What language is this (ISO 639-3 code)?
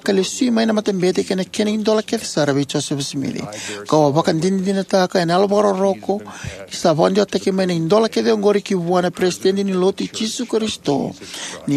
fij